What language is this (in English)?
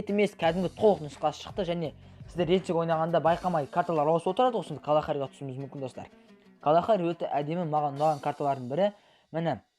Kazakh